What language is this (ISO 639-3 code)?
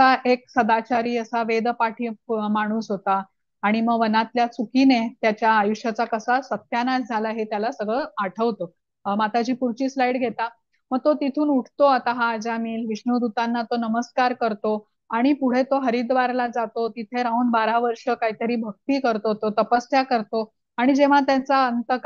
mar